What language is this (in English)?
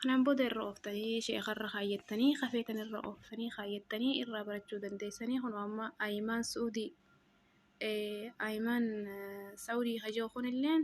Oromo